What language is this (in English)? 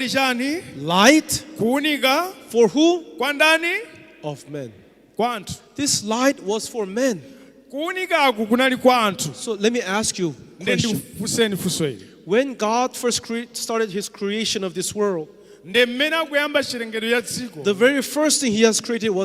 Nyanja